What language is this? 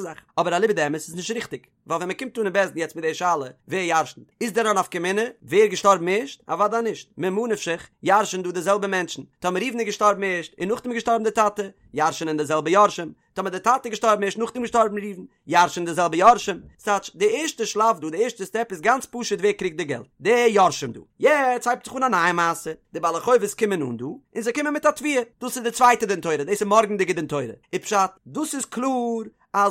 Yiddish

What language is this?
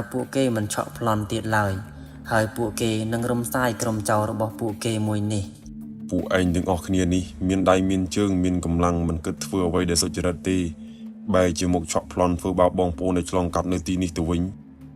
Khmer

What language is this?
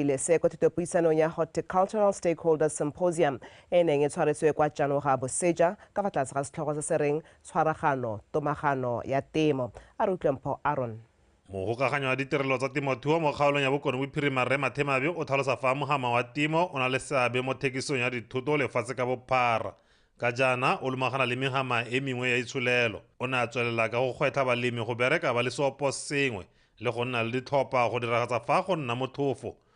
Tswana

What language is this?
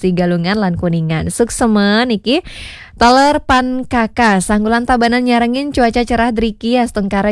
Balinese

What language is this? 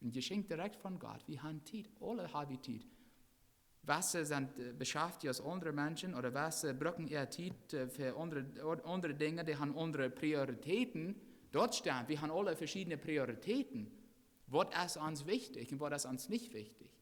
Plautdietsch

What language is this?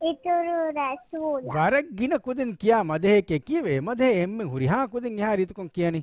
Divehi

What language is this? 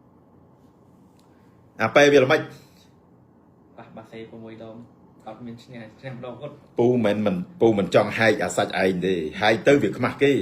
Khmer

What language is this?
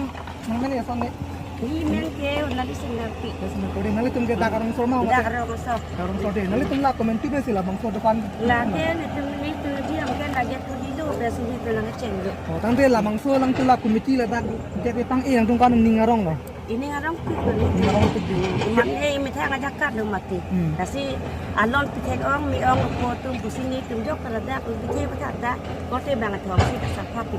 Karbi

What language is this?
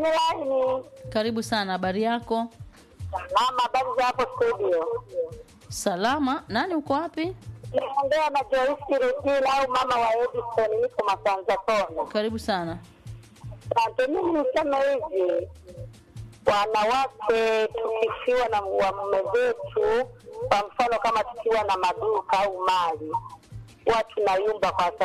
Swahili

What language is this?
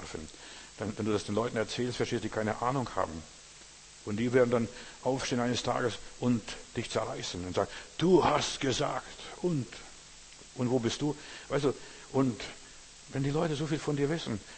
German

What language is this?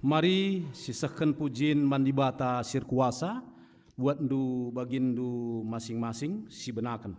Batak Karo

